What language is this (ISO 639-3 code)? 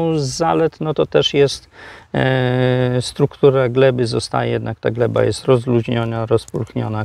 pol